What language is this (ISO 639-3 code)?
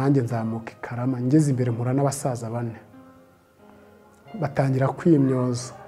kin